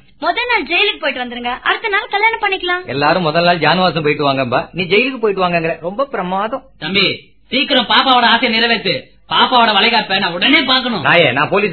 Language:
Tamil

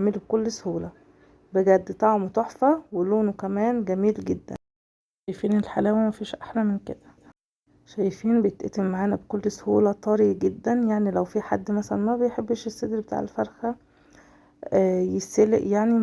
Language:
Egyptian Arabic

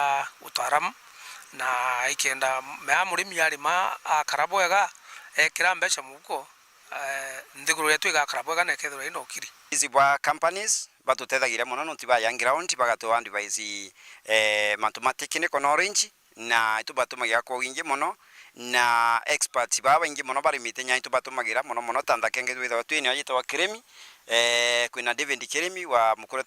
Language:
Meru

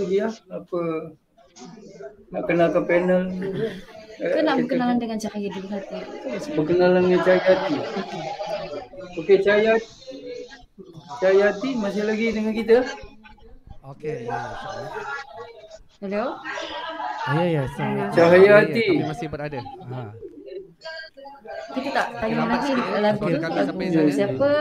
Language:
Malay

